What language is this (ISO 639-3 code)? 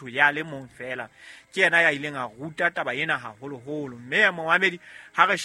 sot